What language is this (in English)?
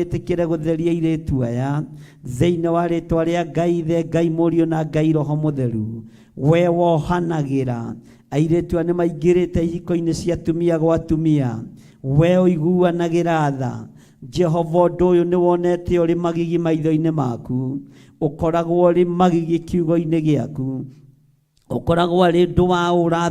Kikuyu